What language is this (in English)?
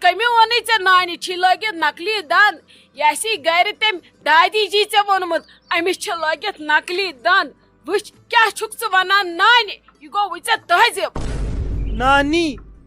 Kashmiri